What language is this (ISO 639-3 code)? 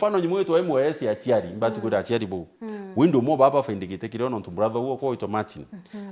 mer